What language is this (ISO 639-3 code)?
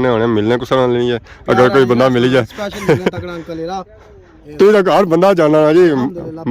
phr